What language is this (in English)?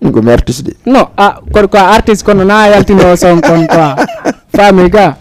Fula